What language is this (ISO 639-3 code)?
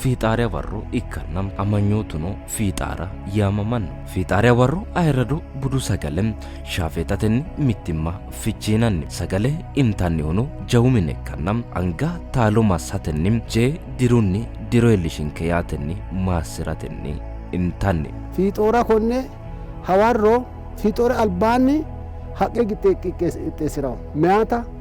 sid